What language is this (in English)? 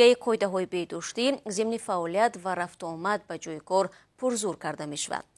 Tajik